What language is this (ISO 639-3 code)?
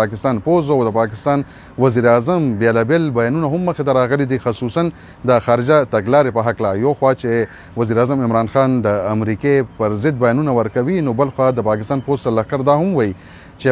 pus